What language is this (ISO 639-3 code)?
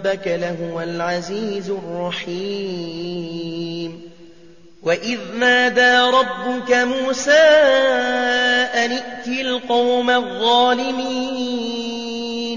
ara